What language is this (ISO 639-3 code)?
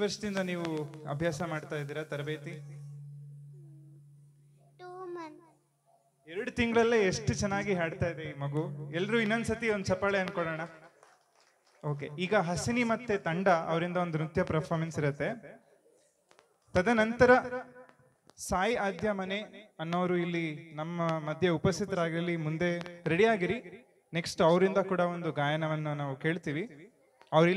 kan